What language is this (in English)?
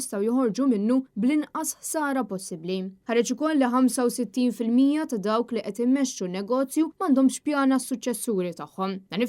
Maltese